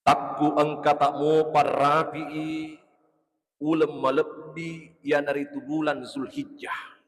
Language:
Buginese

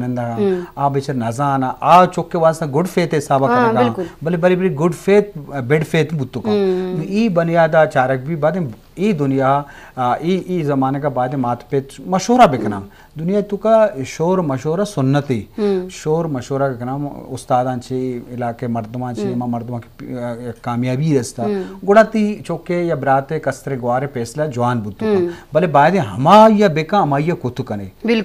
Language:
Eastern Balochi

